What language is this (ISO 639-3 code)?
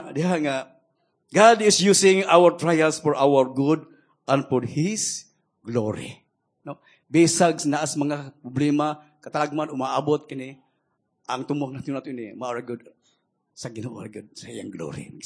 ceb